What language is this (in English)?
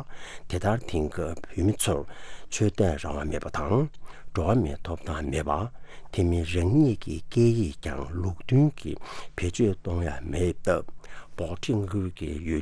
Tibetan